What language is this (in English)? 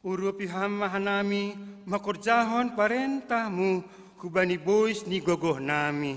Batak Simalungun